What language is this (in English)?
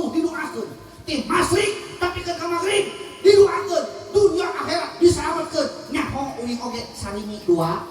Sundanese